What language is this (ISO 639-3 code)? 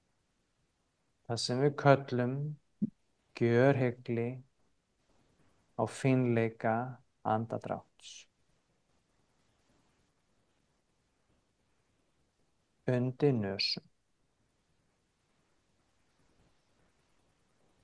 isl